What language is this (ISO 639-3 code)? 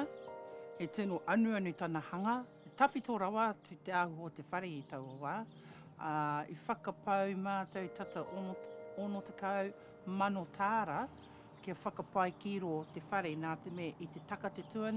mri